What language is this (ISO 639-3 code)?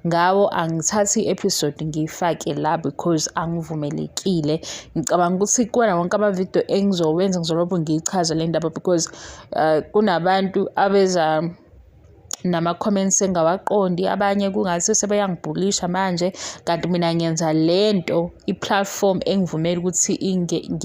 zul